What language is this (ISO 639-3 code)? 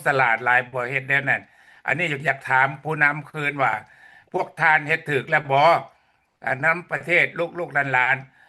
lao